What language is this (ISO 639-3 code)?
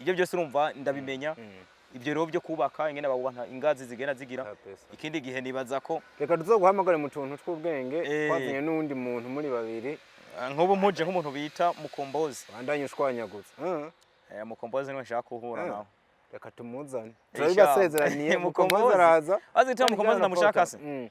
run